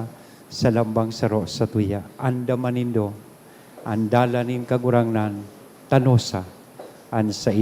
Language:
Bikol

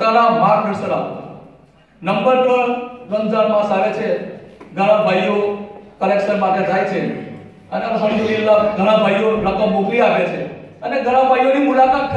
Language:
Gujarati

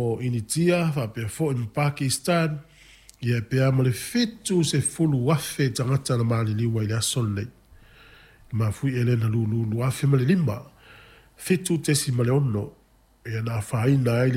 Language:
Samoan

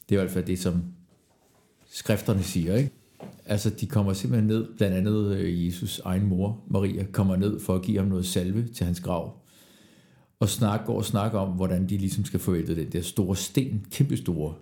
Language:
Danish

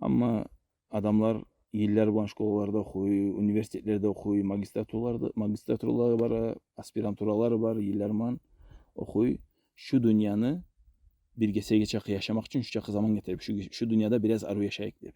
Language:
Kumyk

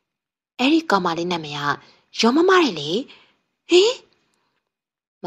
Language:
Burmese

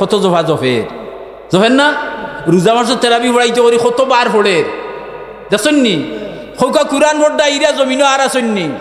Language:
Sylheti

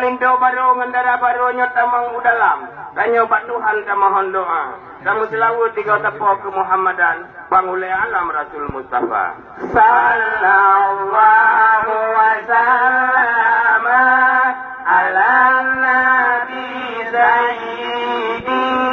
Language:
Achinese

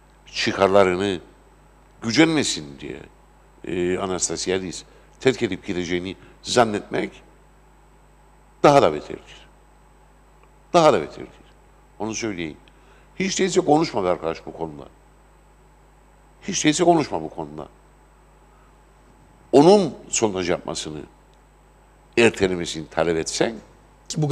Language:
Turkish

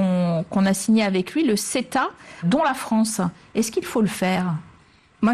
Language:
French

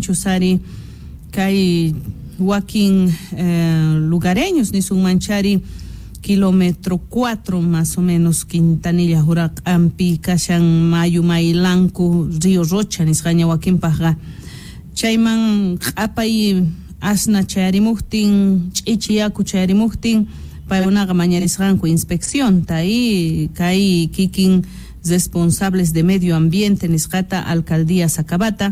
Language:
South Bolivian Quechua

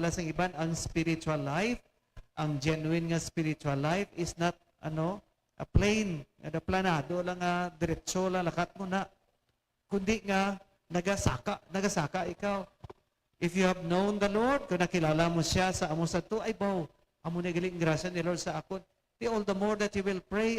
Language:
Hiligaynon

